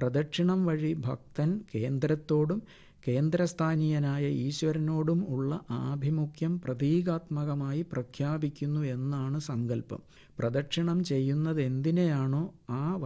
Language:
Malayalam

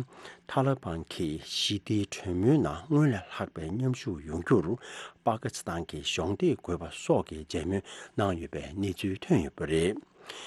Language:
Tibetan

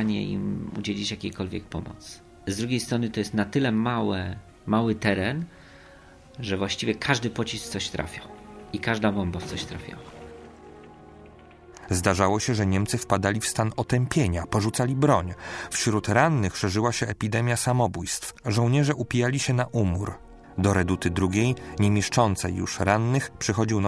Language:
Polish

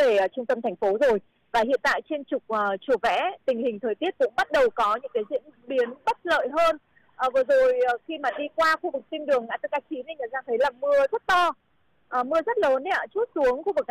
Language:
Vietnamese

